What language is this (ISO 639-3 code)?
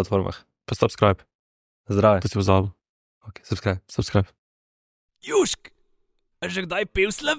slv